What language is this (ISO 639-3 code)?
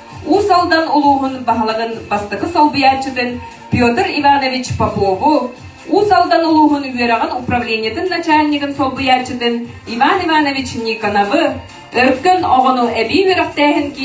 sah